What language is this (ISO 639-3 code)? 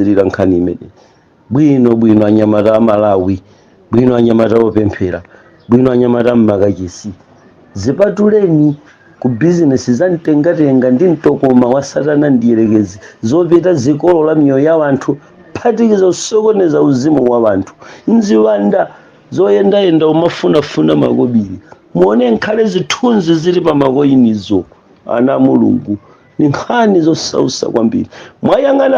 nya